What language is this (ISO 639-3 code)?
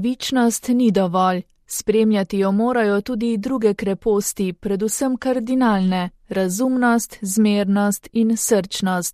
slv